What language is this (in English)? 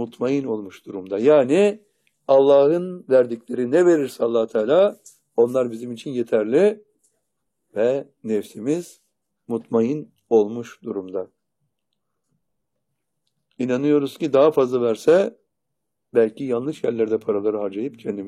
Turkish